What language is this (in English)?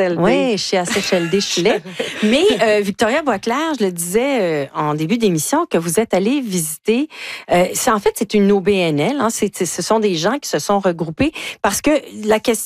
French